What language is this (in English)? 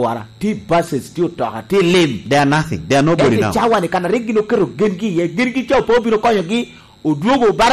Lango (Uganda)